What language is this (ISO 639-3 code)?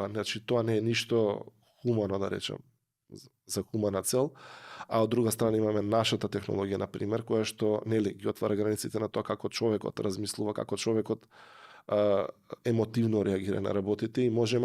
mkd